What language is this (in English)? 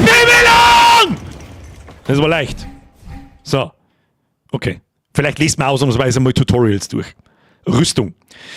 Bavarian